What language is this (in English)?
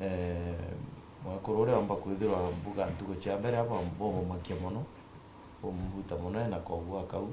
Meru